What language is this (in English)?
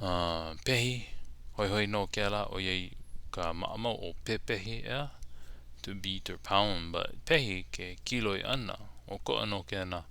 Hawaiian